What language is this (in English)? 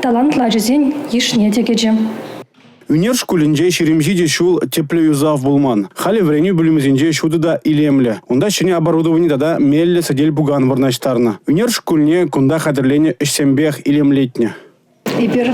Chuvash